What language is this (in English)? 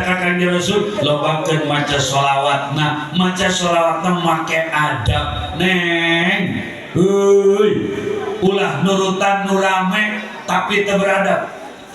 Sundanese